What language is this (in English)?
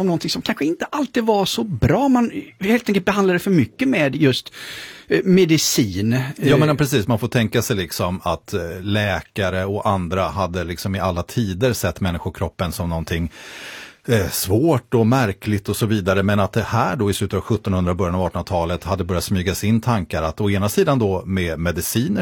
Swedish